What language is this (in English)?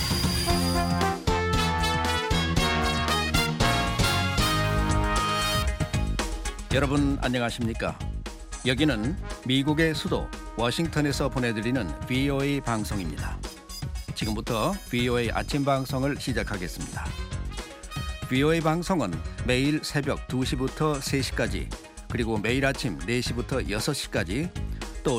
Korean